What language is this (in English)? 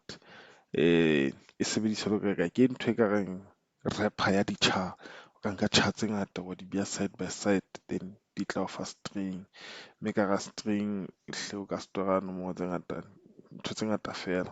Southern Sotho